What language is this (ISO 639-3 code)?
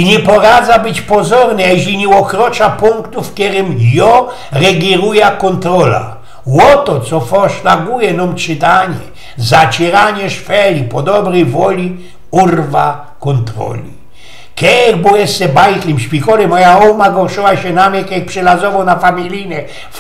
szl